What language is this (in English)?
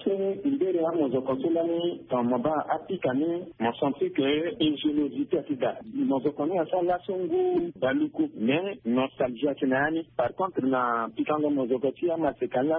Sango